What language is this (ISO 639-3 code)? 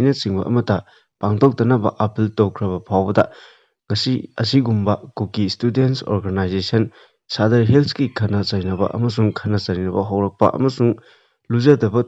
mni